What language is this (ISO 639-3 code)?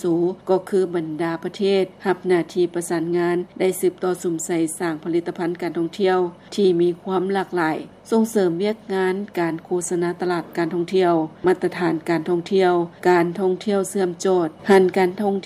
lao